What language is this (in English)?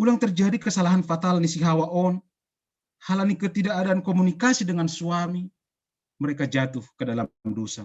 Batak Simalungun